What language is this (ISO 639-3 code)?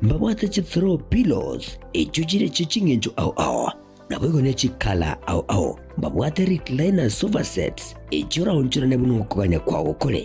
guz